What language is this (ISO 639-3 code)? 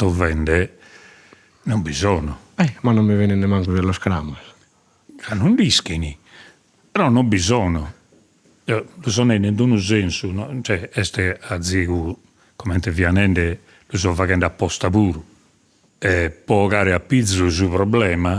srd